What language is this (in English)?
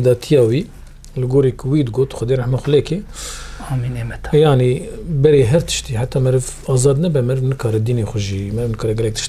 Kurdish